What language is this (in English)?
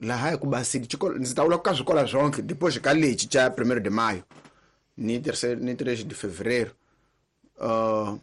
Tsonga